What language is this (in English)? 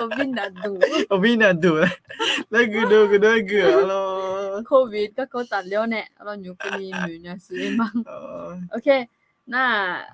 Akha